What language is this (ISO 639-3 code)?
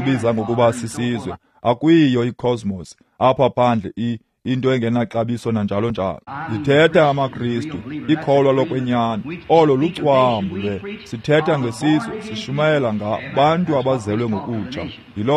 xho